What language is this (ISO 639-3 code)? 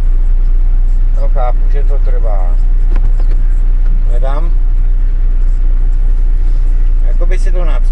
ces